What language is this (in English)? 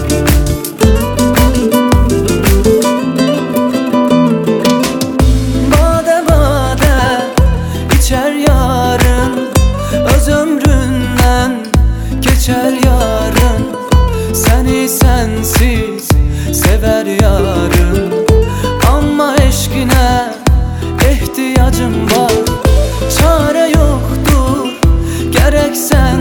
Turkish